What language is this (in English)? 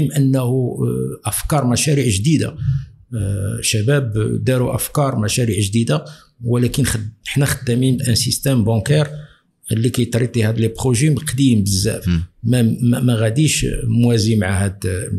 Moroccan Arabic